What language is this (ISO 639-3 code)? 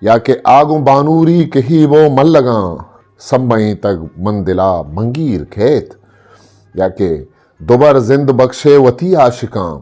bgp